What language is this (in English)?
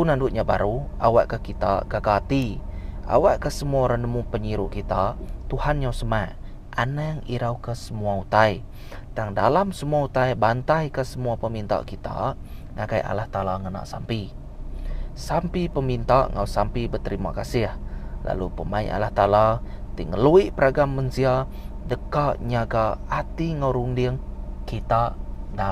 Iban